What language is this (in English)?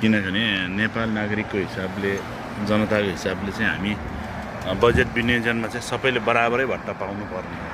Nepali